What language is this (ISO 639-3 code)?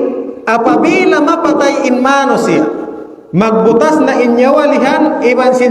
tsg